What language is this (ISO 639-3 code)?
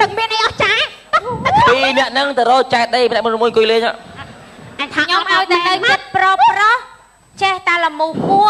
khm